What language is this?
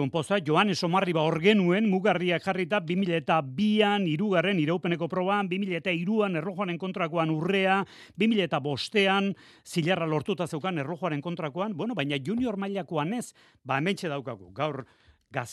Basque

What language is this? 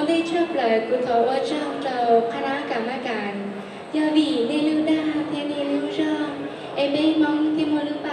Hmong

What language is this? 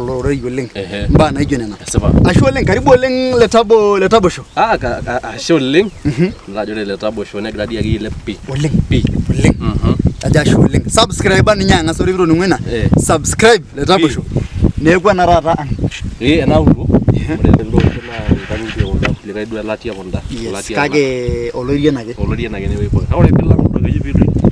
Masai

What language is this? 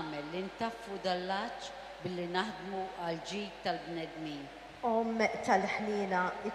Maltese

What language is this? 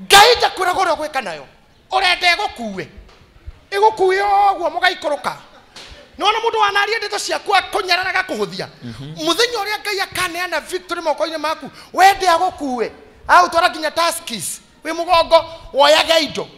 Kikuyu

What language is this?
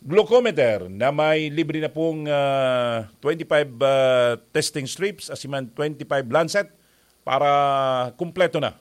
Bikol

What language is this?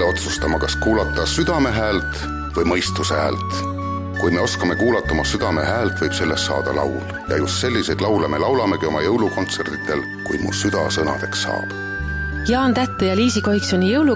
Estonian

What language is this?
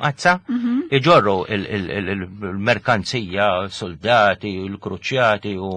Maltese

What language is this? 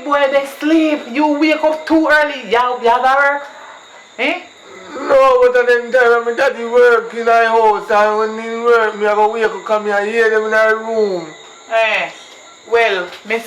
Jamaican Creole English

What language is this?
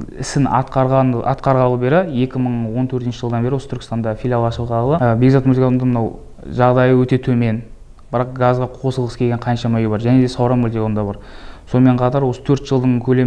Kazakh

